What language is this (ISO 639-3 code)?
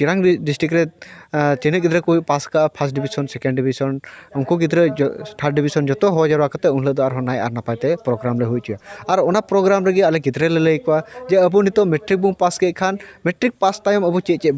sat